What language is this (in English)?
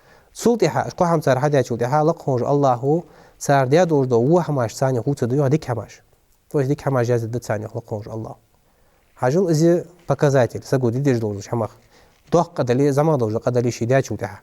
Ingush